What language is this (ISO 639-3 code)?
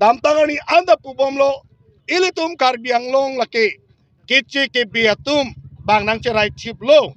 mjw